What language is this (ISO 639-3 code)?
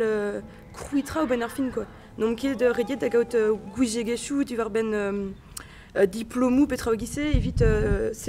bre